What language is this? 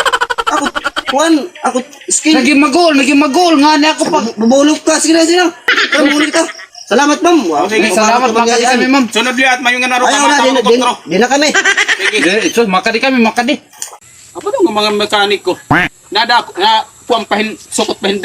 Waray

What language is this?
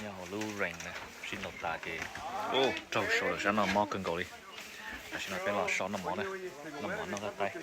Hmong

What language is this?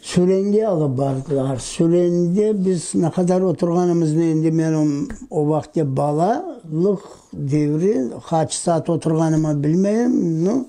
Crimean Tatar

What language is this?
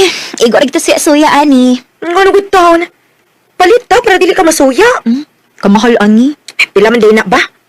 Cebuano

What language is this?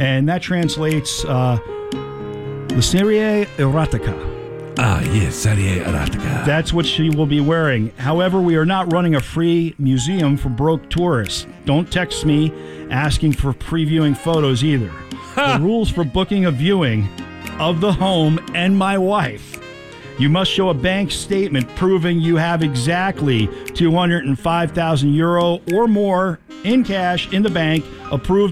English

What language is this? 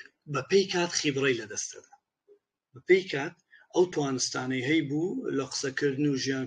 Central Kurdish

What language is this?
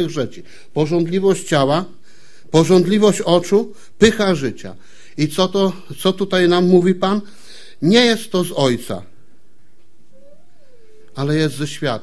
Polish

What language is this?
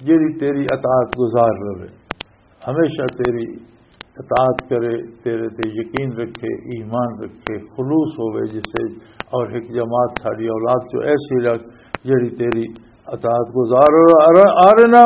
Western Panjabi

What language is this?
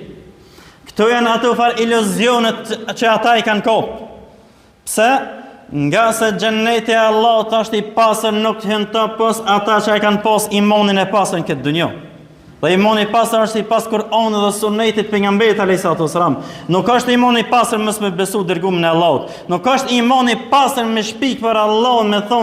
Albanian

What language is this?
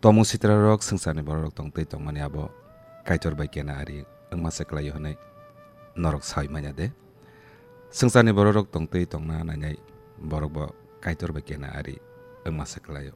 Kok Borok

